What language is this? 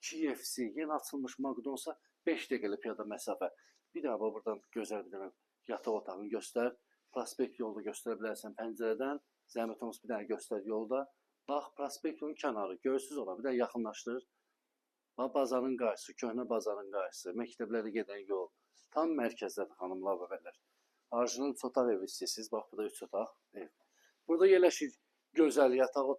Azerbaijani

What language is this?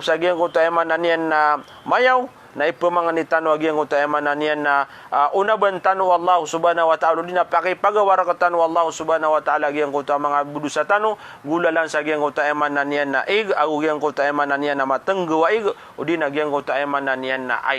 Maranao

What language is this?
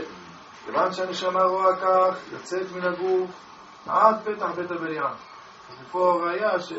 Hebrew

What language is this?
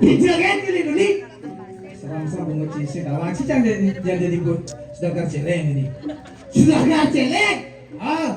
Balinese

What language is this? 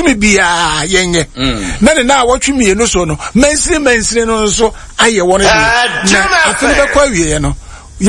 Akan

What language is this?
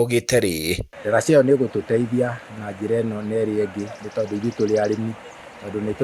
Kikuyu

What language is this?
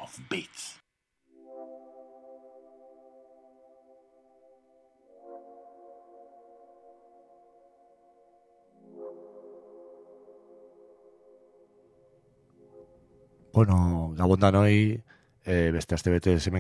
Basque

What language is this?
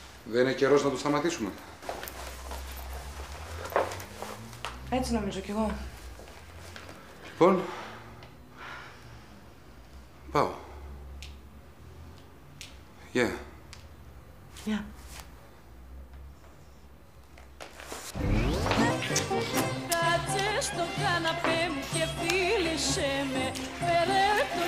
Greek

